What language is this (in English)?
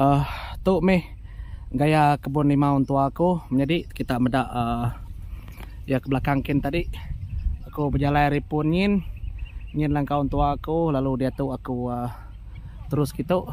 Iban